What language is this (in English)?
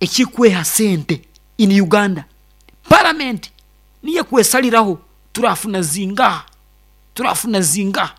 Nyankole